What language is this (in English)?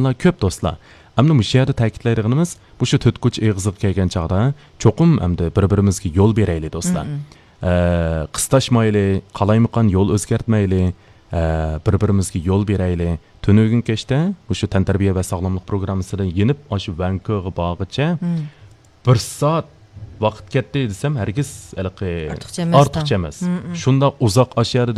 Uyghur